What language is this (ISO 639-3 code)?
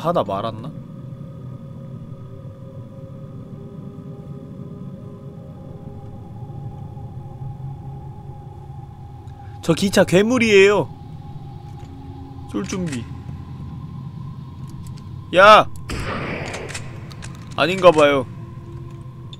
kor